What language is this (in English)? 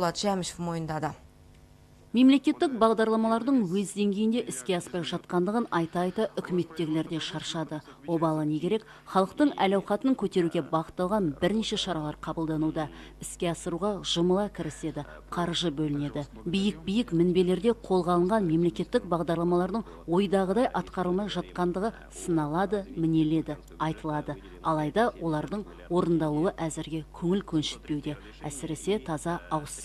Kazakh